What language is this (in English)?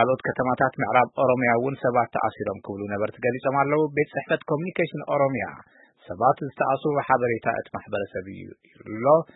Tigrinya